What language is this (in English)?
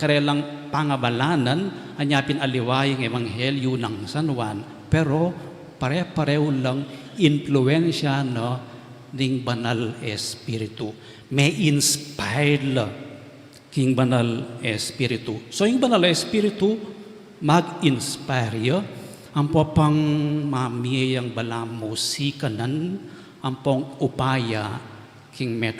Pampanga